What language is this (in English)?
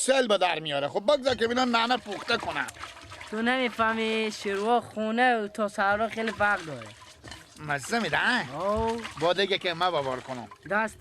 Persian